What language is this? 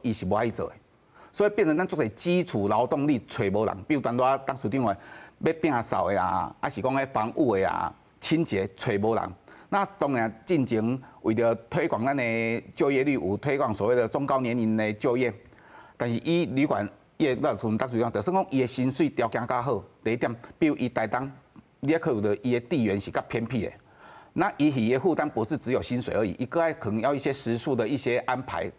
Min Nan Chinese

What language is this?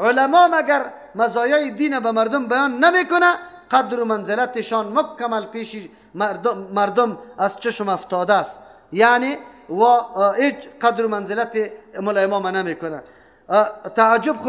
Persian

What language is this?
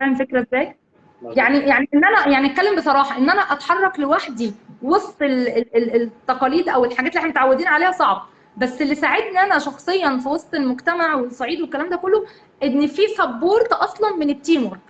Egyptian Arabic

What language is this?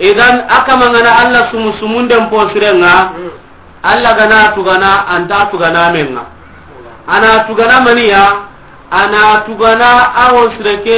Soninke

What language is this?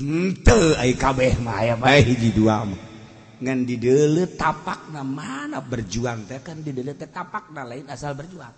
Sundanese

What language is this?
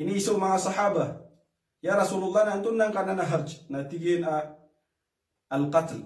Maranao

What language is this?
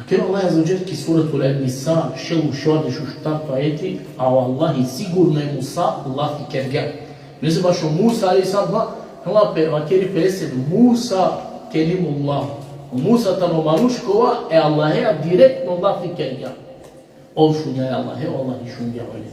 Balkan Romani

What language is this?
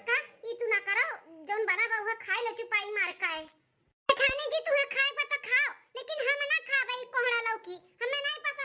Awadhi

